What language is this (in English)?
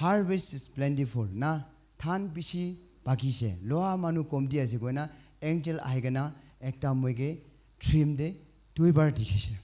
Naga Pidgin